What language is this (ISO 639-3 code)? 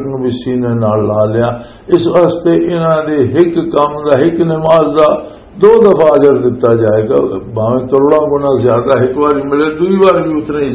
lah